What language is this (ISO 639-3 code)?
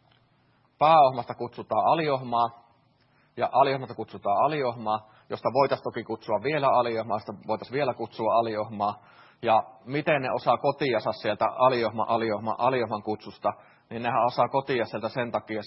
fin